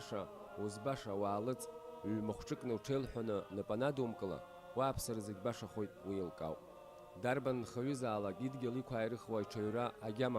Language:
Abkhazian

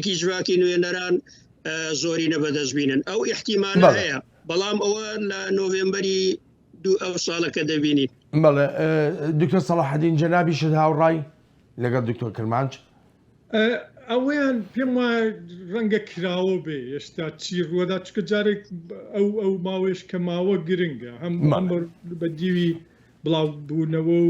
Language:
Central Kurdish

